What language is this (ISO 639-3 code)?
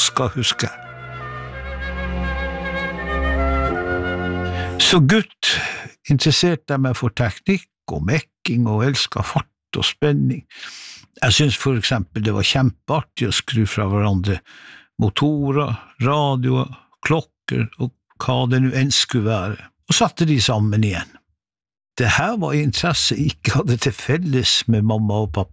nor